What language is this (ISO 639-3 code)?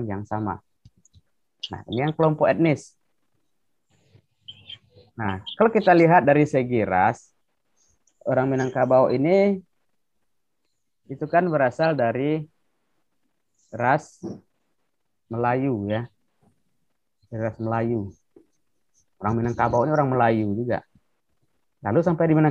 ind